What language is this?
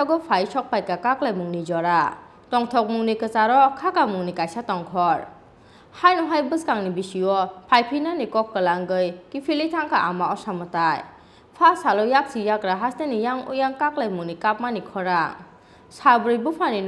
Kok Borok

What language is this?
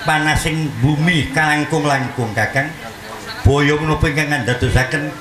Javanese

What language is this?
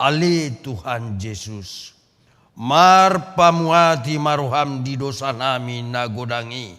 Batak Toba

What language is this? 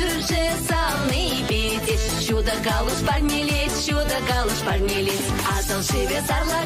Chuvash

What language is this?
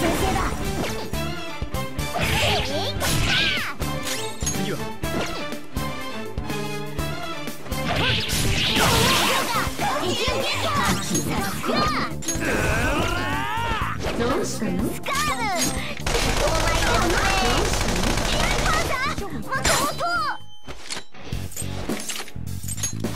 Japanese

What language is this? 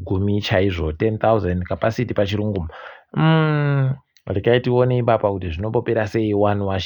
Ndau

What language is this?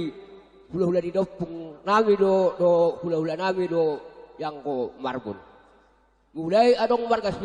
Batak Toba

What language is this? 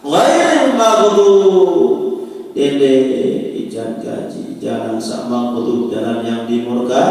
Sasak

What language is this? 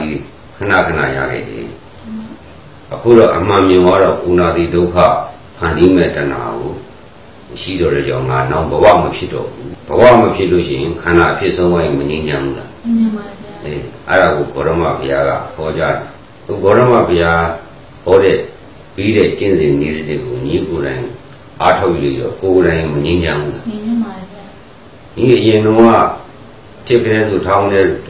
Burmese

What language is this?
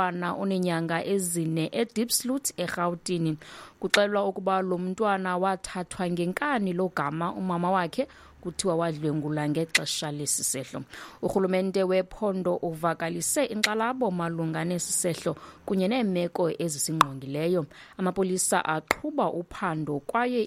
Xhosa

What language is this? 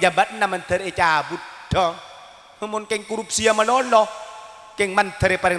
Madurese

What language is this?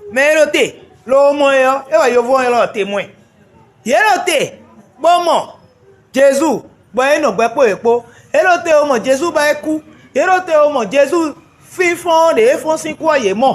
Fon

